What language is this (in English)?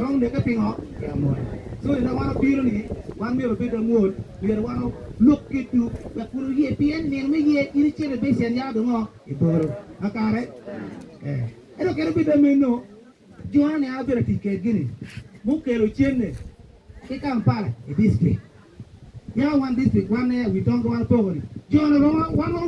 Acoli